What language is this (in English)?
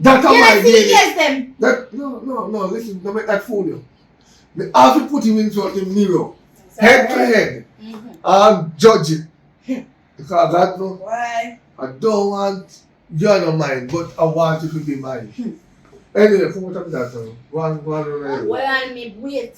Jamaican Creole English